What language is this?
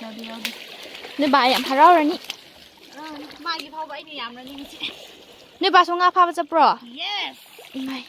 Manipuri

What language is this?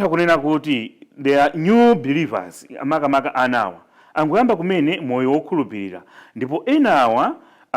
Nyanja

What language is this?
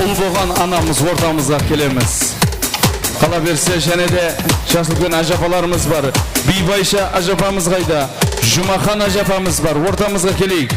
Kara-Kalpak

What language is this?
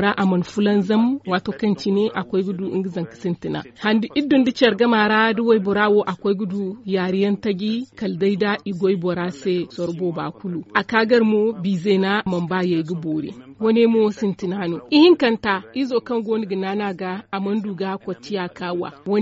Zarma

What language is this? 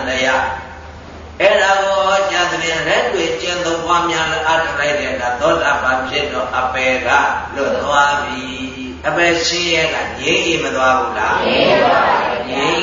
Burmese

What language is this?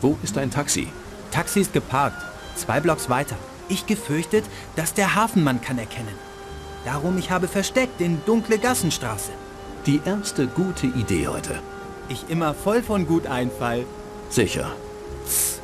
Bavarian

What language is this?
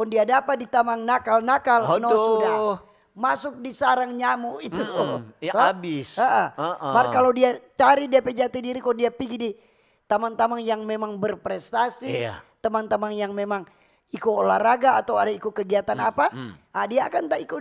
Manado Malay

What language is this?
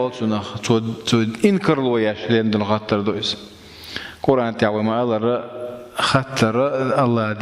Chechen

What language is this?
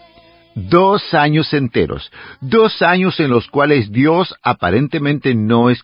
Spanish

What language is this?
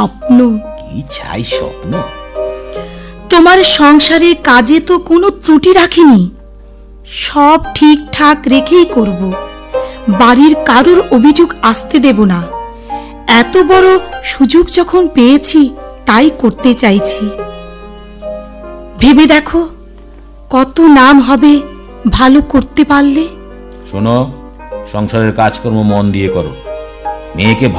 Bangla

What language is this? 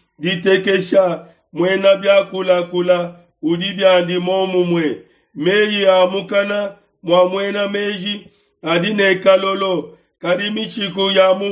Luba-Lulua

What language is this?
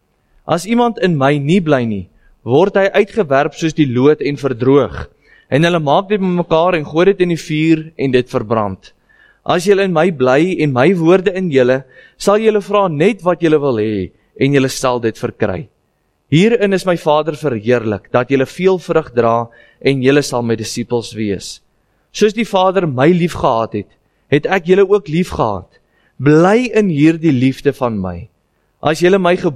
Afrikaans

